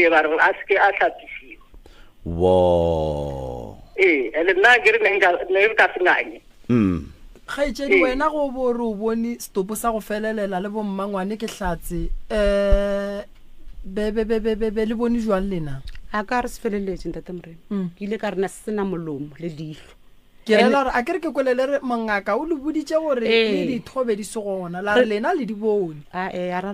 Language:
Northern Sotho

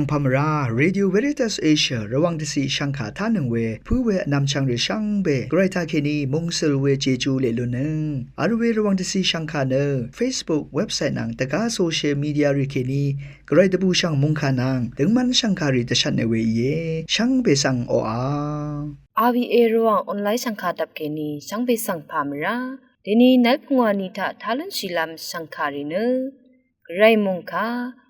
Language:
Rawang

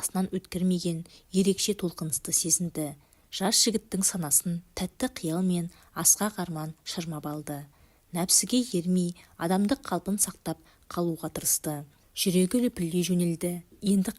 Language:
Kazakh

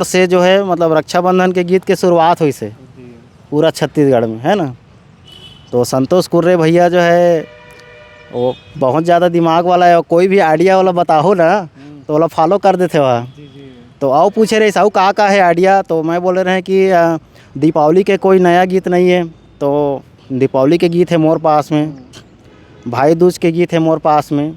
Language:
Chhattisgarhi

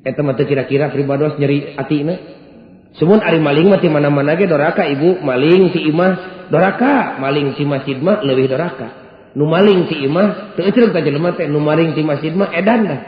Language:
Sundanese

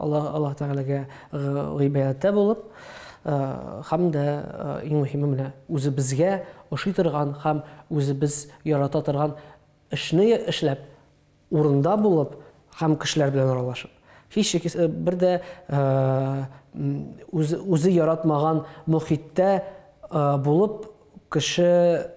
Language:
Tatar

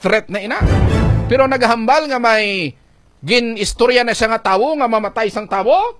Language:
Hiligaynon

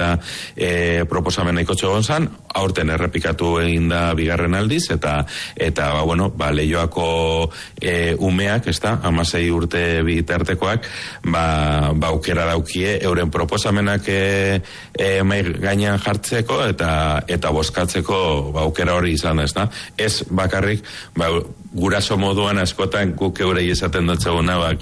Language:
Basque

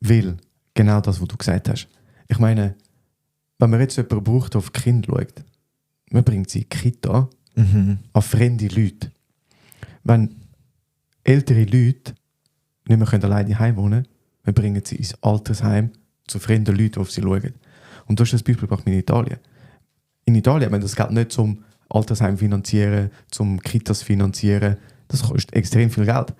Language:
Swiss German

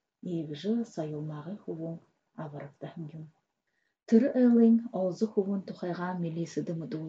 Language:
Buriat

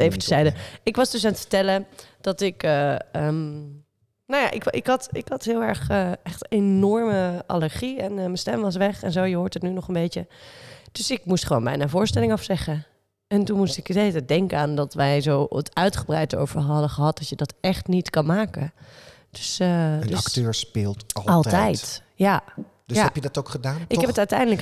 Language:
Dutch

